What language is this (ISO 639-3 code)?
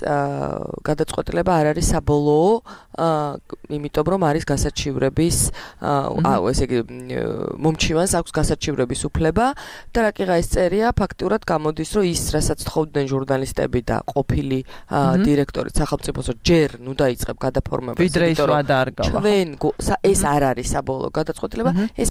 kat